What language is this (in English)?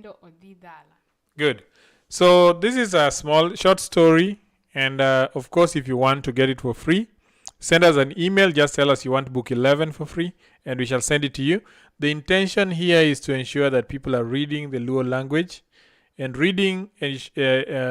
Luo (Kenya and Tanzania)